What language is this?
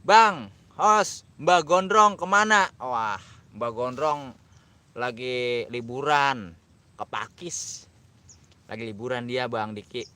Betawi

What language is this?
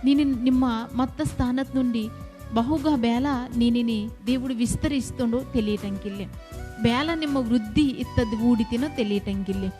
Koya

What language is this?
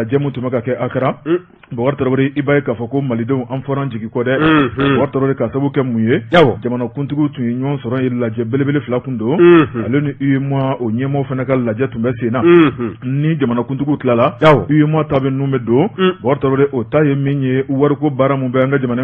Bambara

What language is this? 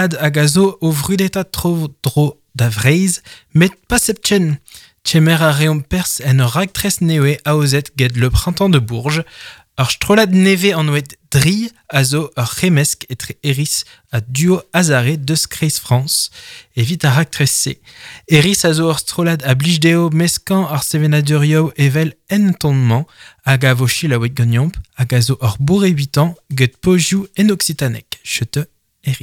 Breton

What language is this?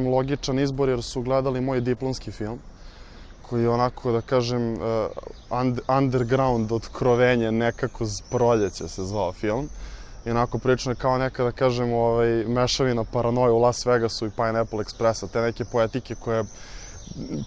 Serbian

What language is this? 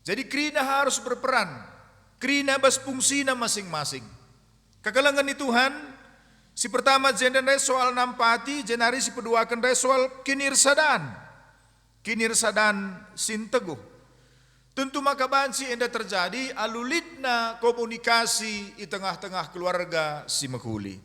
Batak Karo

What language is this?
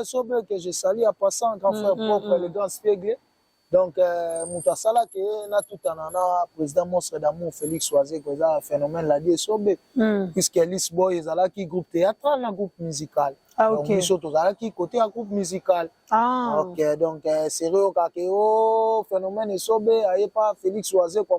Lingala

